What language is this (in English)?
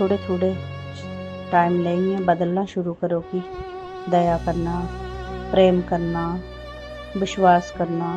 Dogri